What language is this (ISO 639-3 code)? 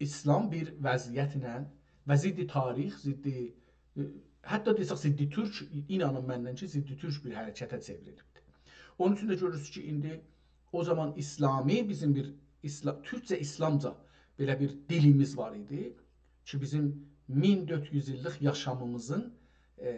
azb